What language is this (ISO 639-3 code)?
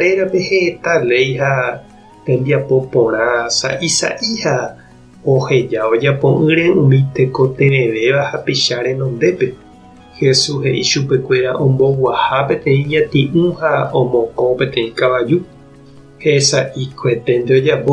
grn